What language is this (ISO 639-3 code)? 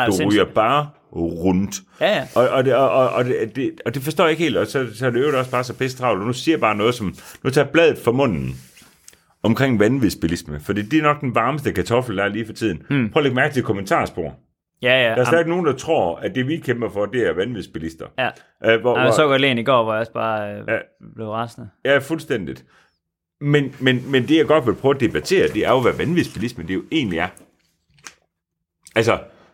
dan